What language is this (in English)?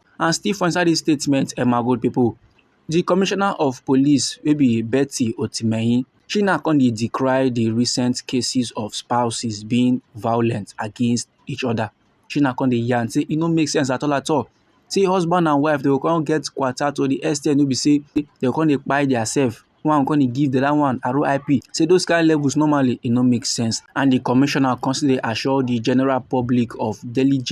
Nigerian Pidgin